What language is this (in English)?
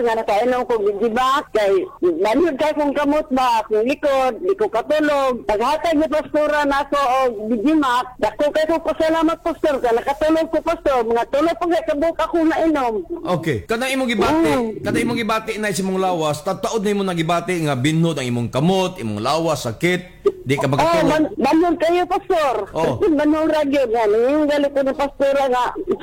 Cebuano